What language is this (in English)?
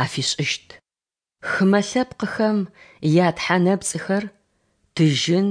Adyghe